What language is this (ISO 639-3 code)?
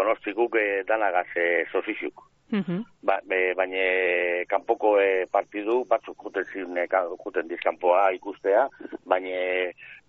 eus